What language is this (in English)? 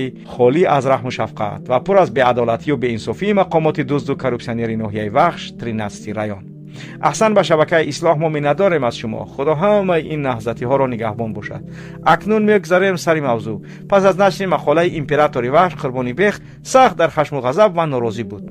Tajik